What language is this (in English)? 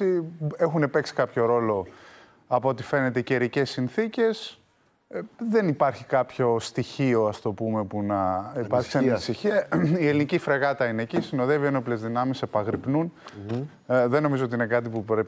Greek